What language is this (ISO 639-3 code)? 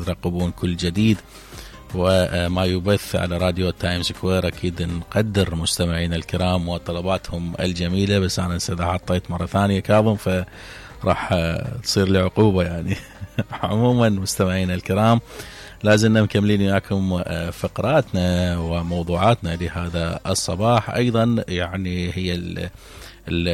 acm